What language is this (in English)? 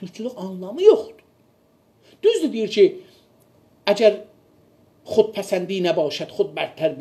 South Azerbaijani